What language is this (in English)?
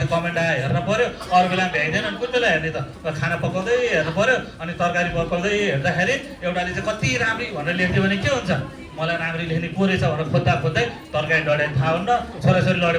Nepali